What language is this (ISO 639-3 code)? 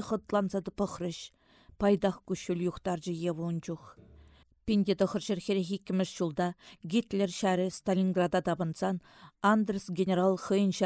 chv